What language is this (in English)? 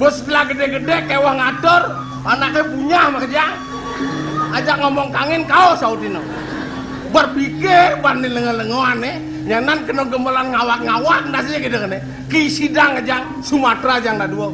Balinese